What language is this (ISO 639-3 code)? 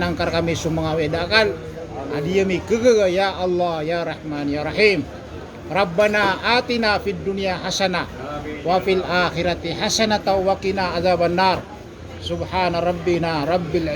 mrw